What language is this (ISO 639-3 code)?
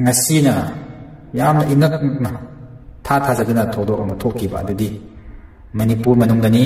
mni